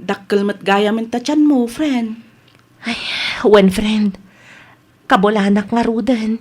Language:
Iloko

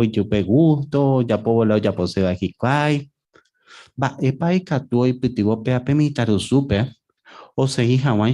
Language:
Guarani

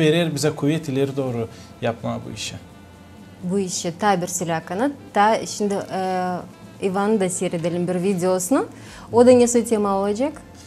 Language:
Gagauz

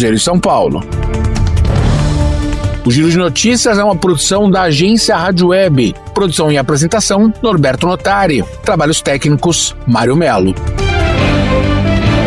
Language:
Portuguese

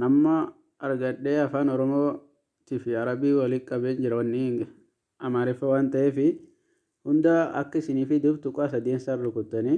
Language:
Oromo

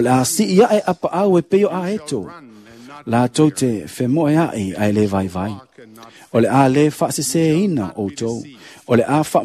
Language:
Samoan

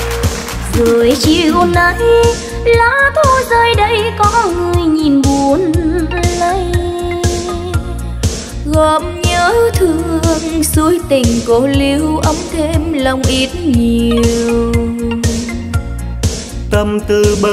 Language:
Vietnamese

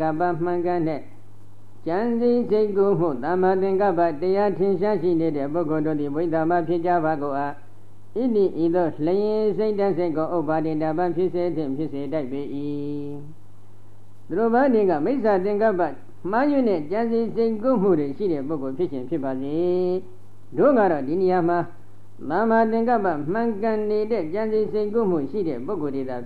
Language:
Burmese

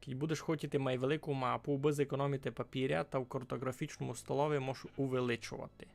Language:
Rusyn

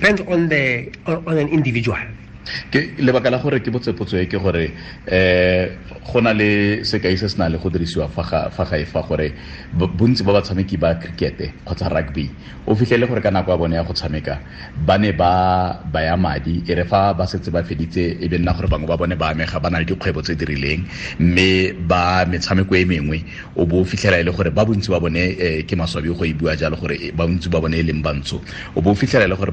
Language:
Tswana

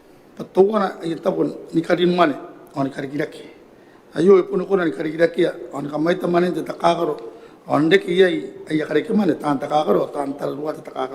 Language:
Gilbertese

